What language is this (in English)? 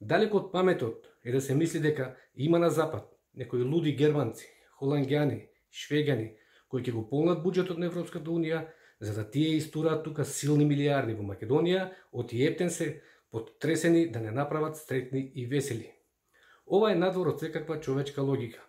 Macedonian